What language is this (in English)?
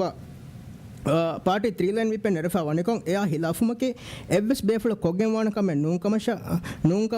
Divehi